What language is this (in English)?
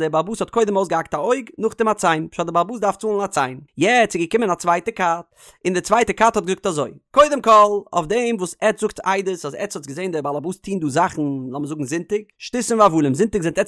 Yiddish